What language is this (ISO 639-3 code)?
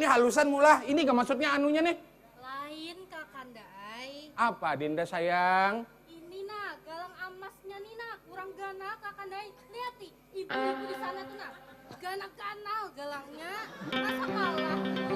bjn